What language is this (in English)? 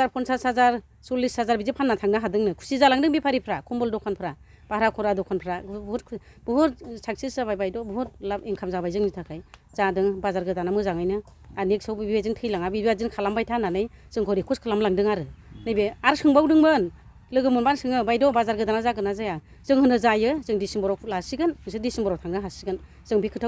Bodo